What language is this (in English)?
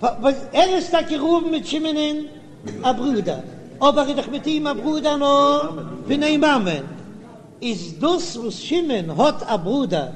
Yiddish